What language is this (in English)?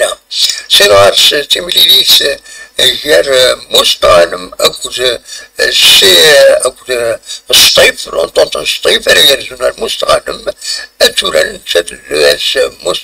Kabyle